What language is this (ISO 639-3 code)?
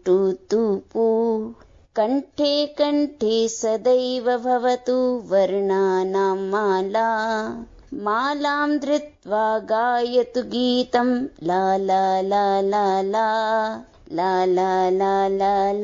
san